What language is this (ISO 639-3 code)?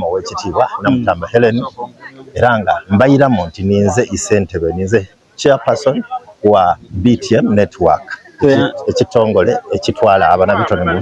xog